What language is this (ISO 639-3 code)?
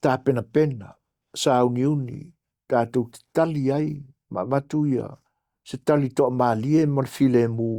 smo